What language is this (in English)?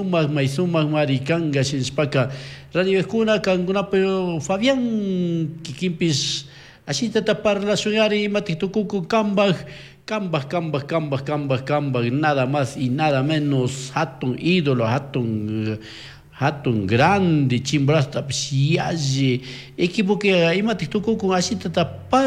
Chimborazo Highland Quichua